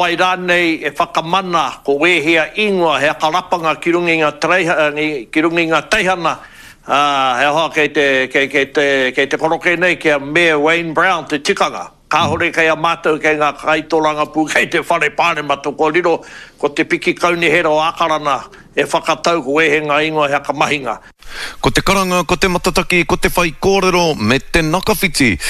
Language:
Māori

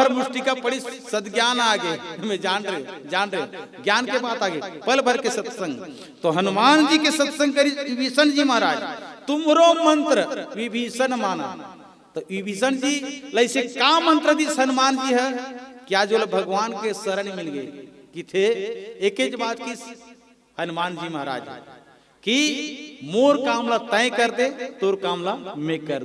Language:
Chhattisgarhi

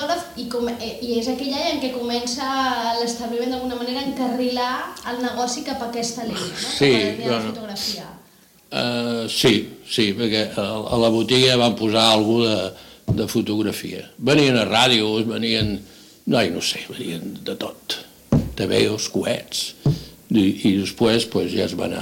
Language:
Catalan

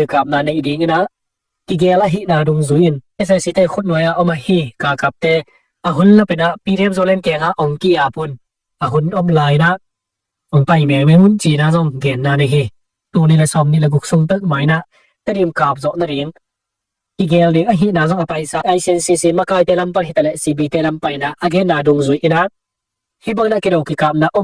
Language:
Tedim Chin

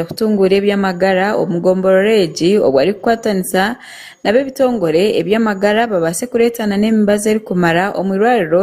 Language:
Nyankole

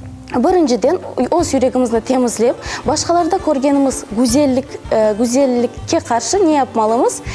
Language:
Crimean Tatar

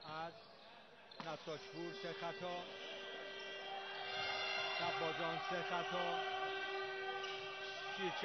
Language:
Persian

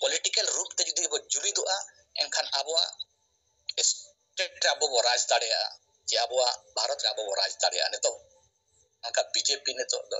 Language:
Santali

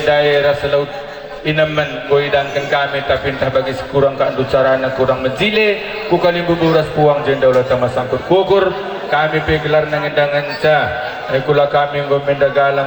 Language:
Batak Karo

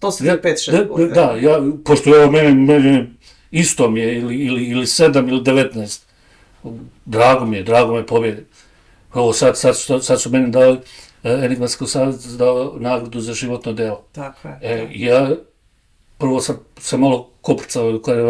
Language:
Bosnian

